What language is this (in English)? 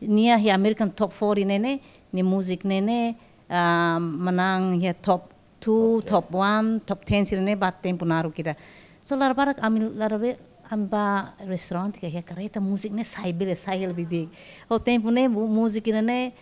Tetum